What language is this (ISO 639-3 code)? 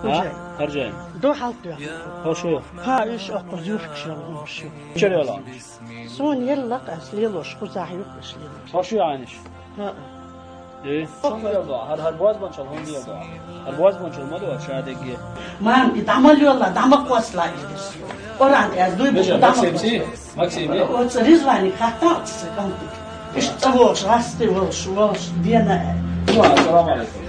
che